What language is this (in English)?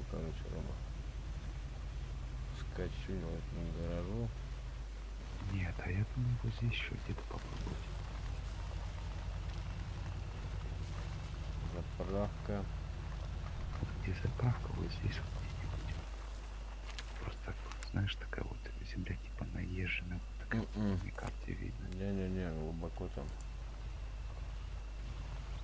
Russian